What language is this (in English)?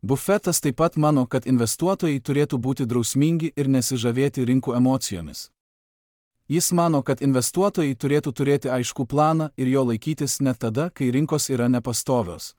Lithuanian